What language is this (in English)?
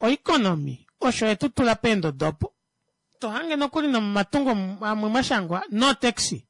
Kuanyama